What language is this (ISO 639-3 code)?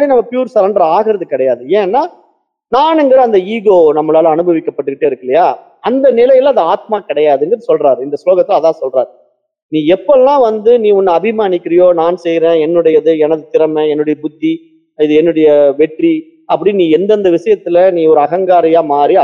tam